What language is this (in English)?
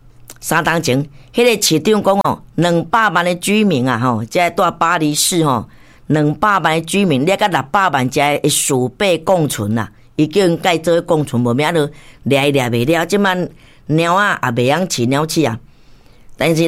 Min Nan Chinese